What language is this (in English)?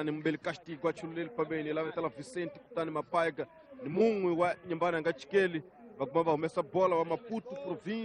Tsonga